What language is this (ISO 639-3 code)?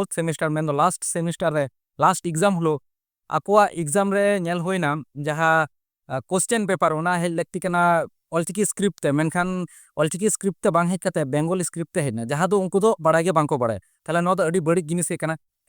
sat